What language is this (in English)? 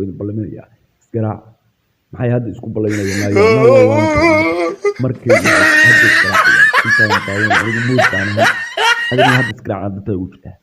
Somali